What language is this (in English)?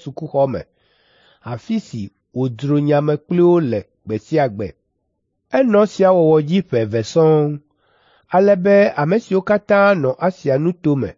Ewe